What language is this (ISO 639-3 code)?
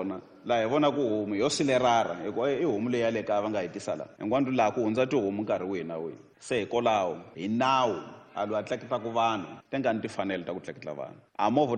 tso